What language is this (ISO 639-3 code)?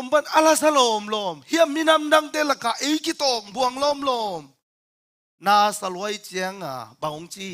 ctd